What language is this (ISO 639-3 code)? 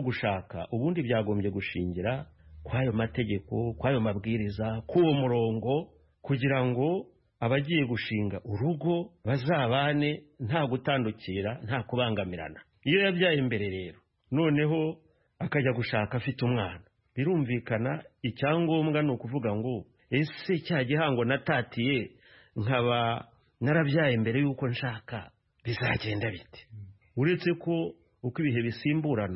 kin